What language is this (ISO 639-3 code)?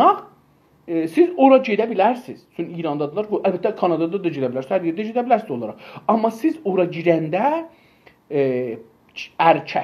azb